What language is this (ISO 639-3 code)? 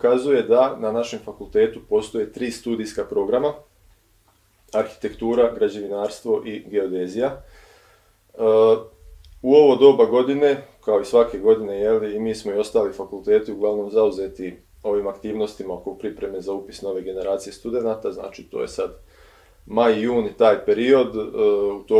bos